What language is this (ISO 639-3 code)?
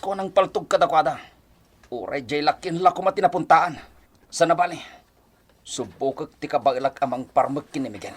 ilo